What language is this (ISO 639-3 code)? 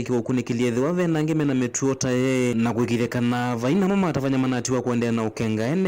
kam